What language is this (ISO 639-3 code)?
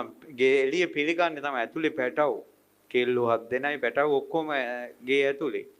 sin